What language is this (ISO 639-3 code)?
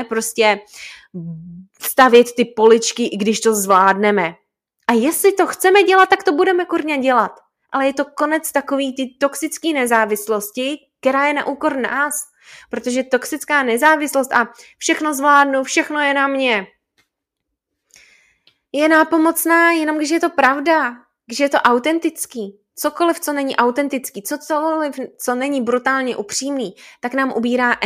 ces